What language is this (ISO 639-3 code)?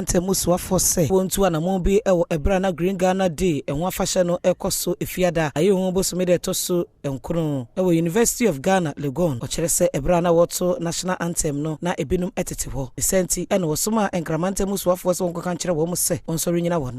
aka